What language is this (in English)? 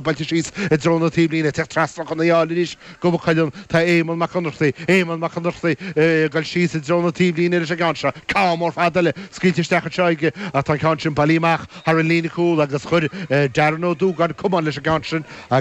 Irish